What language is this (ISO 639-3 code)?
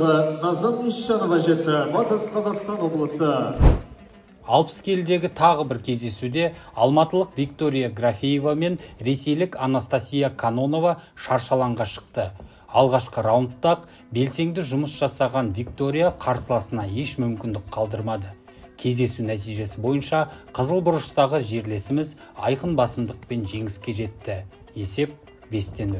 kaz